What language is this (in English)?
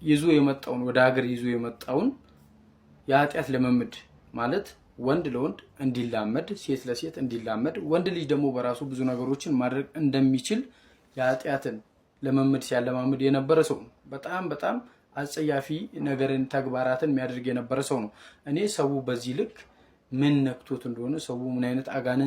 Amharic